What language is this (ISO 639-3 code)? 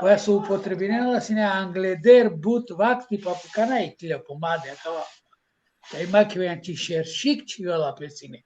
rmn